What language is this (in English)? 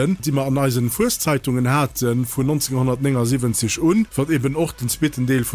Luxembourgish